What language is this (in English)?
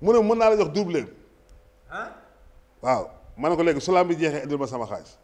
Wolof